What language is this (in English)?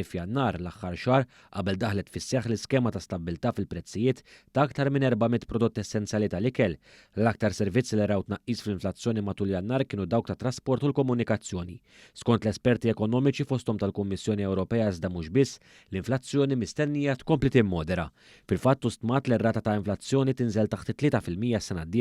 Maltese